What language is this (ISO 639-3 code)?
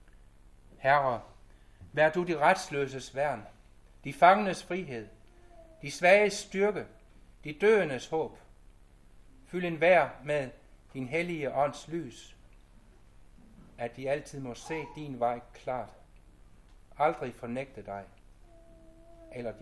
dan